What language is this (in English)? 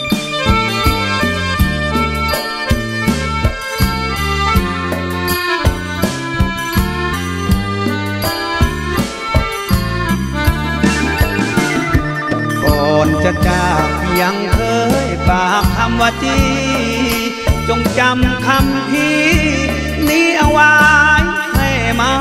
Thai